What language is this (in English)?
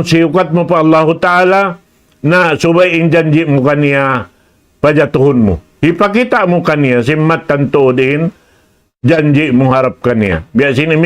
Tausug